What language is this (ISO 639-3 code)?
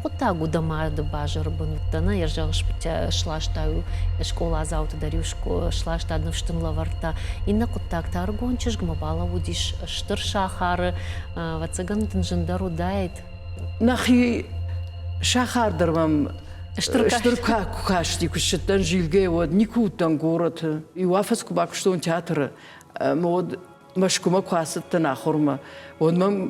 oss